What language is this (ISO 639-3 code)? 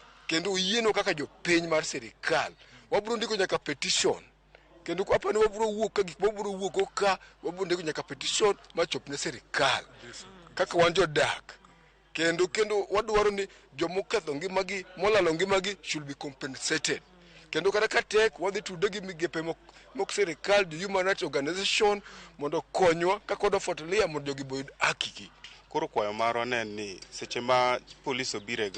luo